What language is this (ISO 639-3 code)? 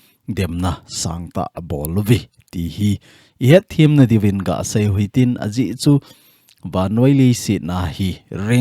tcz